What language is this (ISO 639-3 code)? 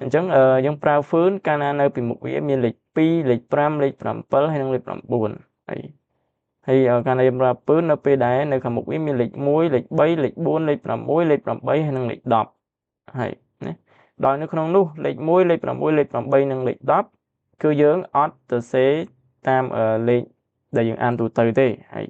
khm